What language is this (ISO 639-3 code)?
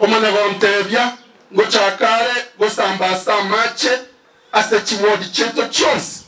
guz